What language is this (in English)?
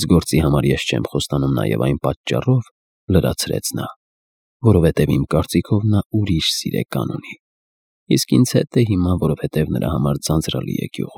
Armenian